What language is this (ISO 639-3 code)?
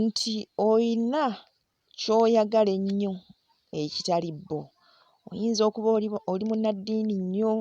lug